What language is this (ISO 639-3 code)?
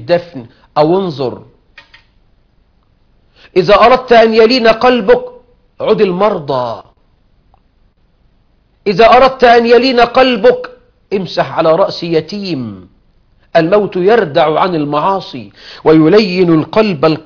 ara